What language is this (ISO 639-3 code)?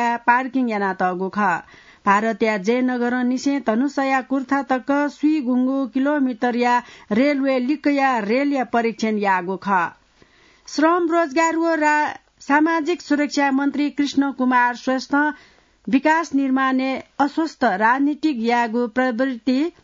new